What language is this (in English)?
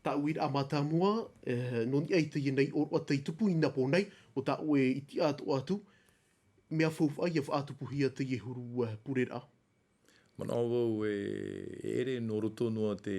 Tahitian